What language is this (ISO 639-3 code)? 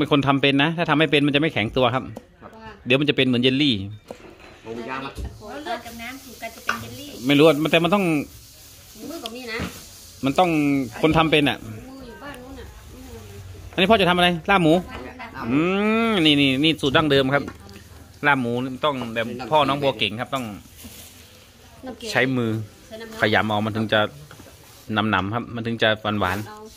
tha